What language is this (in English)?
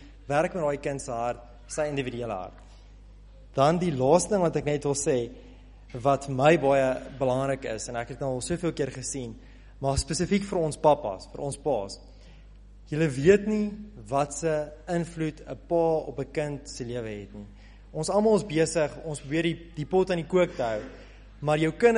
Afrikaans